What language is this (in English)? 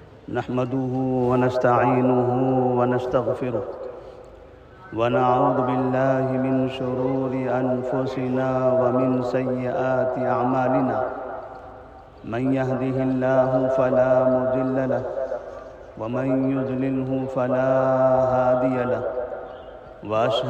Urdu